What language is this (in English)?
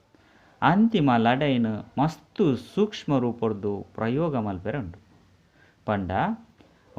Tulu